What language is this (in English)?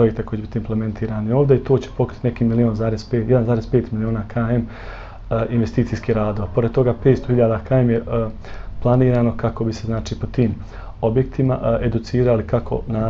Bosnian